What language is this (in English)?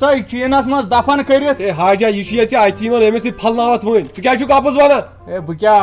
Kashmiri